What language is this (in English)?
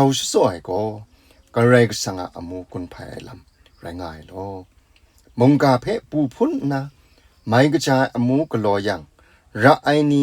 Kachin